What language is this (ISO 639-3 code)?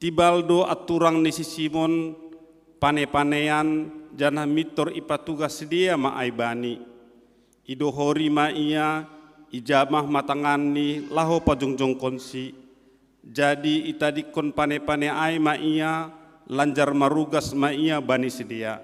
bts